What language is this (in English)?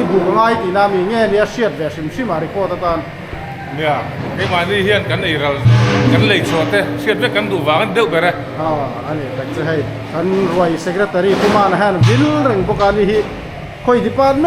Mizo